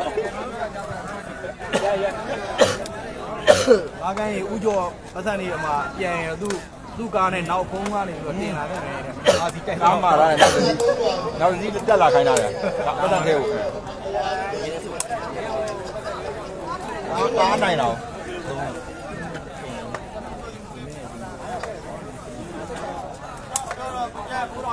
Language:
Burmese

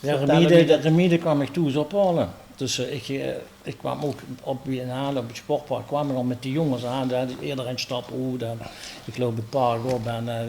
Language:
Limburgish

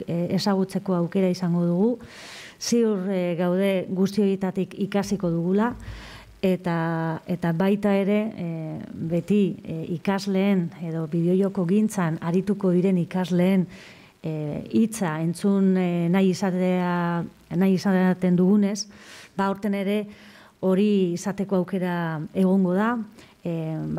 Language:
Basque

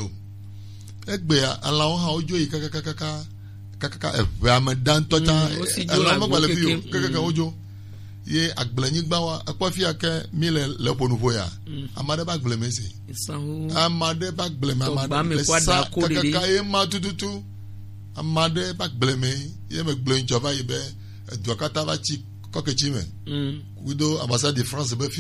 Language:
Gen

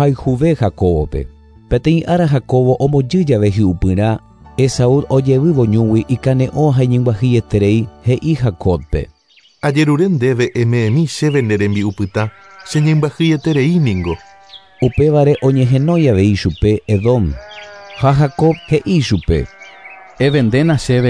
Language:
Guarani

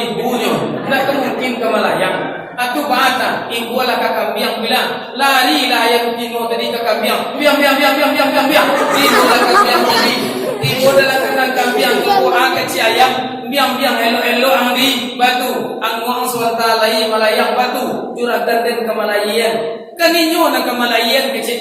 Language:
Minangkabau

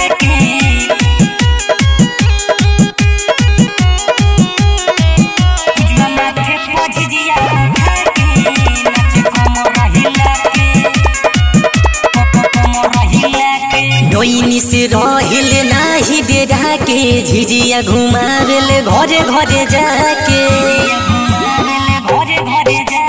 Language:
Bhojpuri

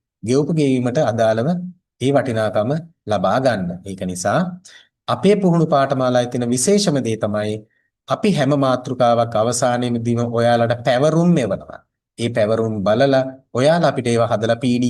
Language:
Sinhala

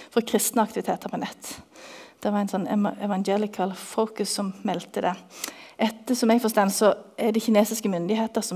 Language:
Norwegian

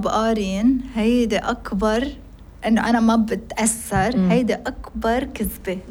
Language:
North Levantine Arabic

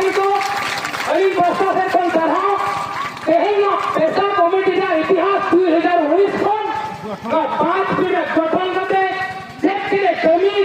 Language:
Santali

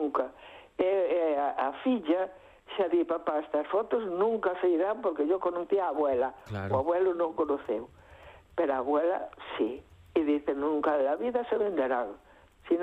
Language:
Galician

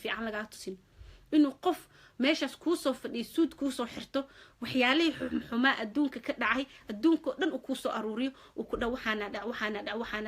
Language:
Somali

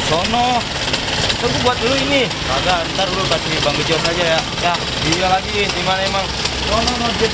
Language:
Betawi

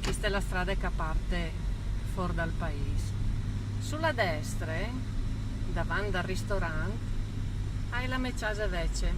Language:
Friulian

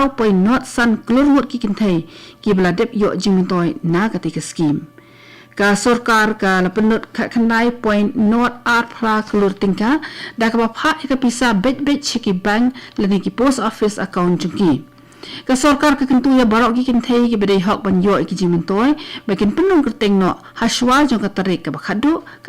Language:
Khasi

